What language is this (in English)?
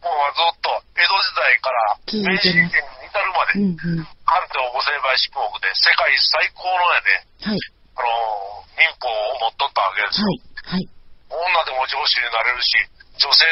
Japanese